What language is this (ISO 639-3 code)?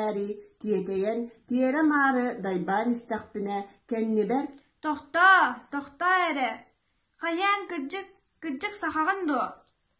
sah